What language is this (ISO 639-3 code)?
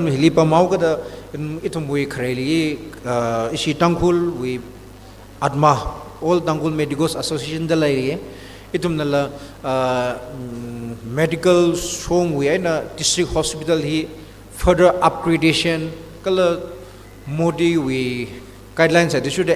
nmf